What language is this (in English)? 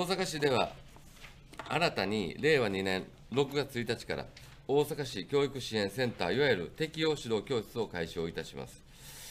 Japanese